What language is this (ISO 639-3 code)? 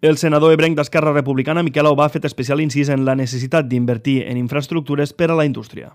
cat